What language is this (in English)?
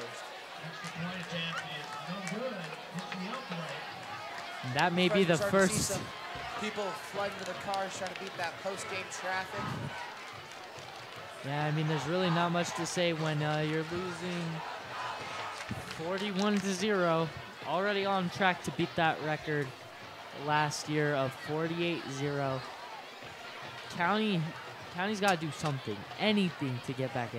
English